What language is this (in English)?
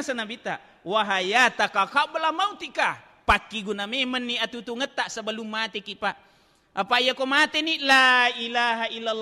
Buginese